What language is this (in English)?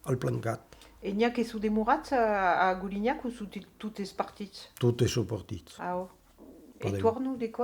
Occitan